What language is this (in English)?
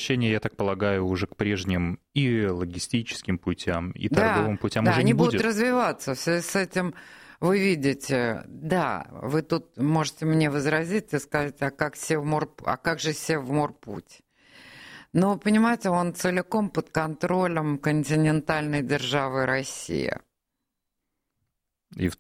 Russian